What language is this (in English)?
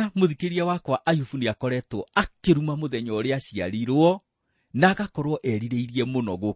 Kikuyu